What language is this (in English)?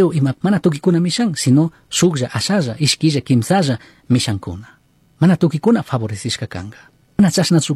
Chimborazo Highland Quichua